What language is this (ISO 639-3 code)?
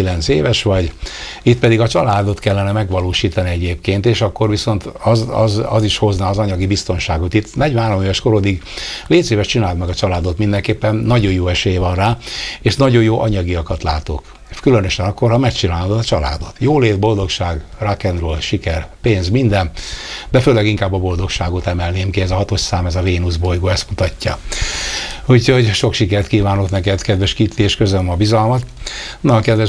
hun